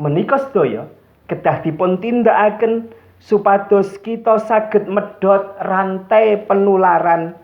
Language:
Javanese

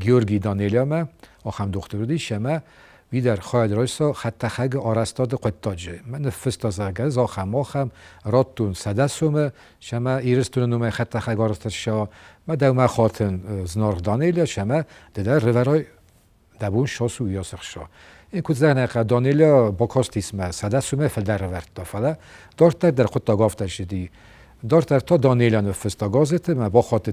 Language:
Ossetic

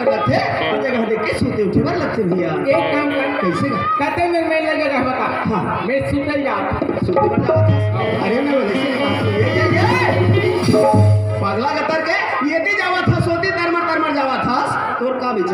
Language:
Chhattisgarhi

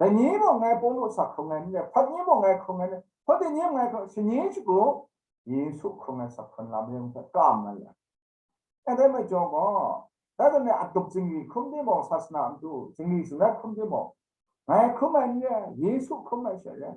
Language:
Kachin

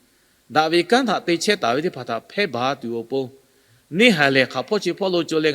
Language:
Lahu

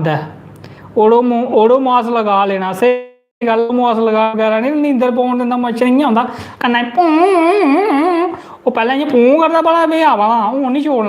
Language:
Dogri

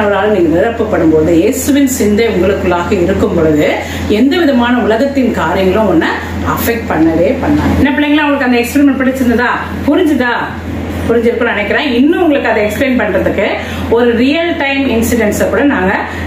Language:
Tamil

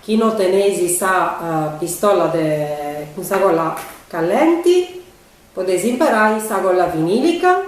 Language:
Sardinian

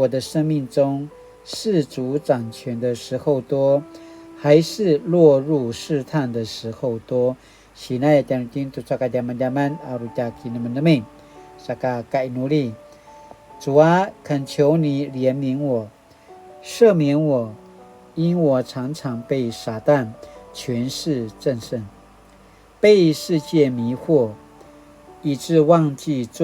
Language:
Paiwan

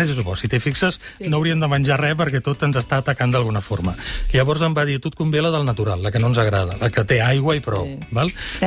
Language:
Catalan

